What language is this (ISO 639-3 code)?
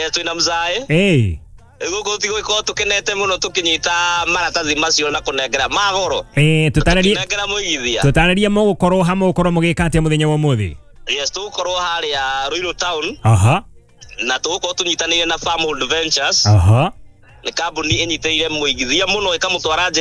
kik